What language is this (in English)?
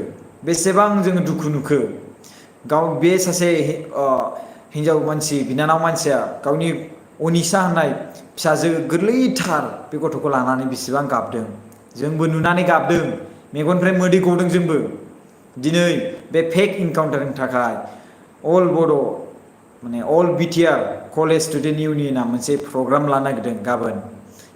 Bodo